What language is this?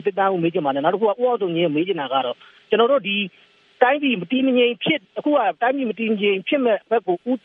Burmese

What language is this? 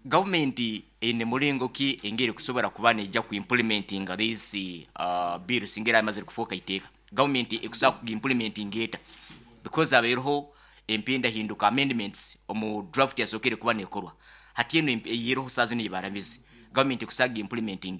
Nyoro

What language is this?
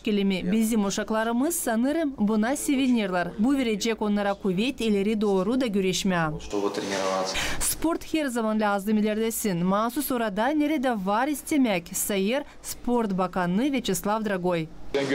Gagauz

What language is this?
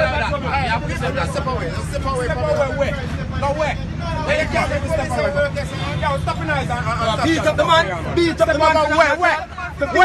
Jamaican Creole English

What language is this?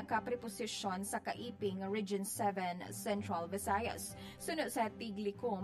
Hiligaynon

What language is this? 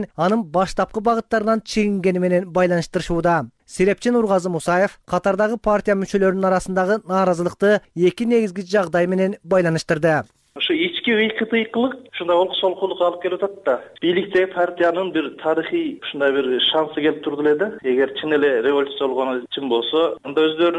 Kyrgyz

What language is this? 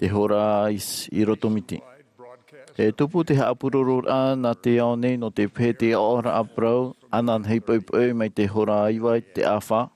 Tahitian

